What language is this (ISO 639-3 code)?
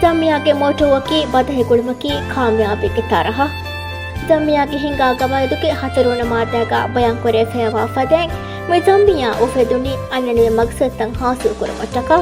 div